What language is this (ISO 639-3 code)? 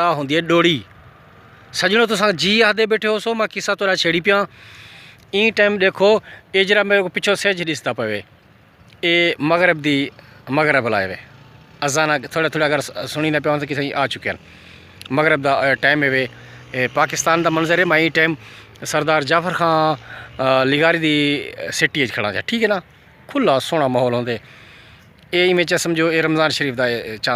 skr